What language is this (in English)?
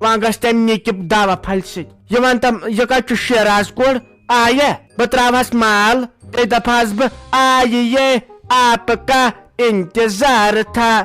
Kashmiri